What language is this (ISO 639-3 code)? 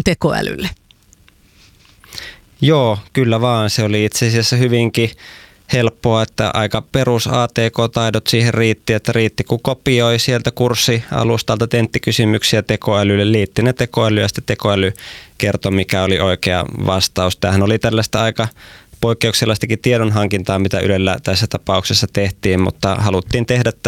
fin